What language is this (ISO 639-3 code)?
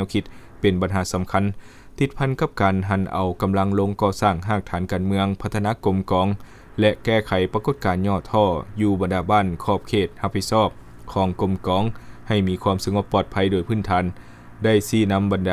lao